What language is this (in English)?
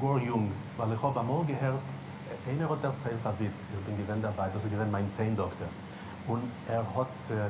Yiddish